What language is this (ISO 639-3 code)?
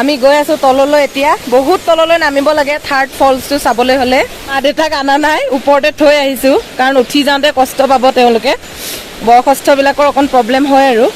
asm